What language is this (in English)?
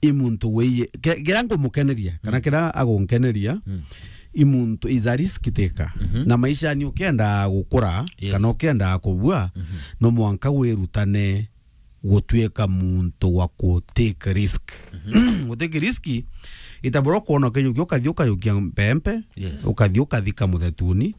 Meru